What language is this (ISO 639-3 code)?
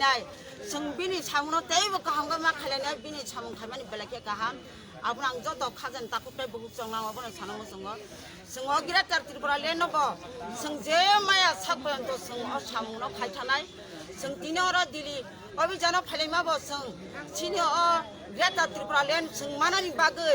trp